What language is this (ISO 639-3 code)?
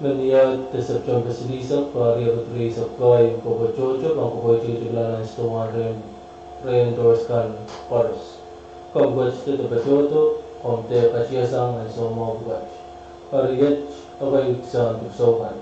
pon